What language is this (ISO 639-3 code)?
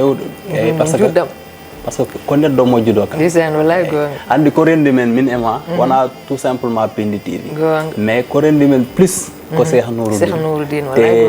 ful